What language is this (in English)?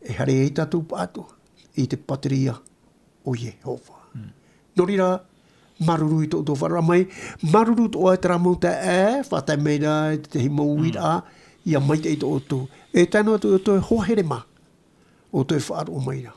Tahitian